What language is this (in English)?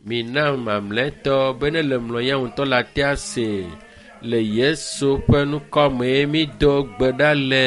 Ewe